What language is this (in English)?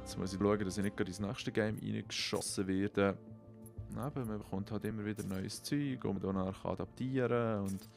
Swiss German